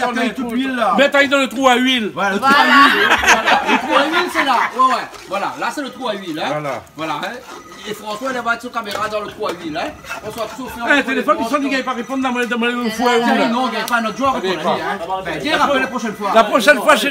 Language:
Réunion Creole French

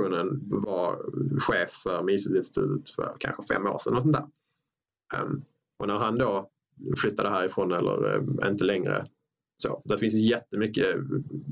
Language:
Swedish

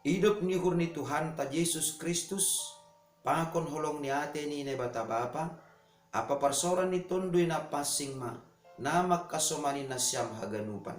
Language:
Batak Simalungun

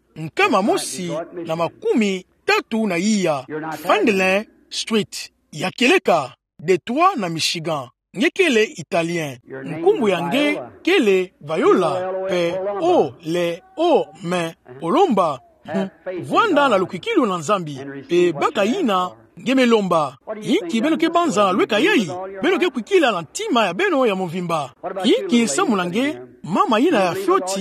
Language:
Kituba (Democratic Republic of Congo)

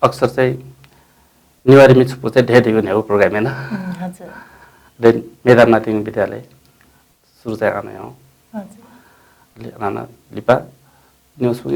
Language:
Newari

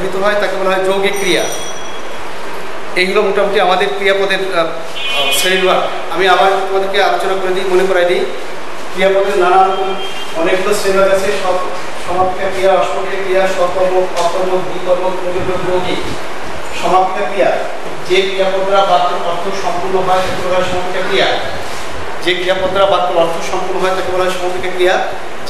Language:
Bangla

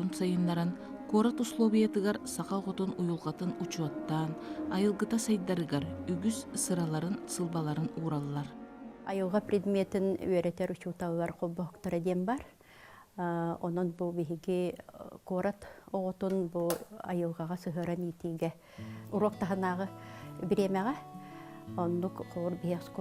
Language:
Yakut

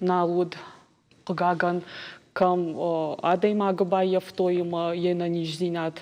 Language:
Ossetic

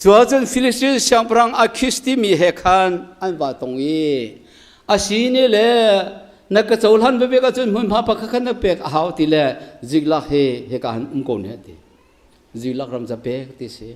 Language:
Hakha Chin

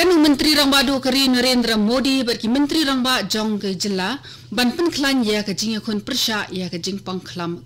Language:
Khasi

